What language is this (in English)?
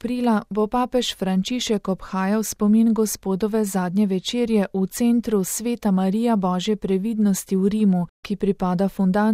Slovenian